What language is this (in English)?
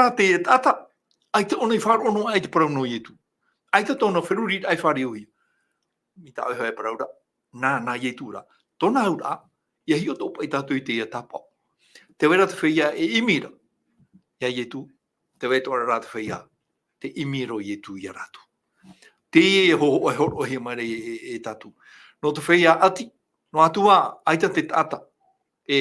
Tahitian